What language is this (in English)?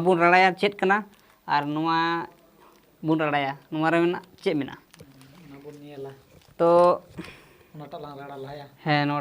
Santali